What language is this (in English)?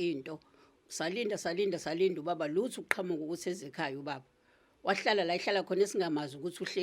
Zulu